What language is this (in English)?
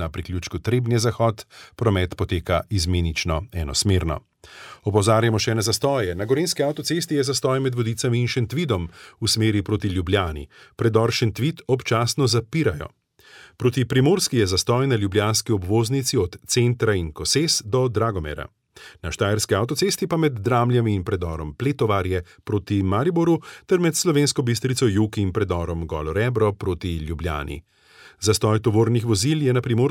Slovenian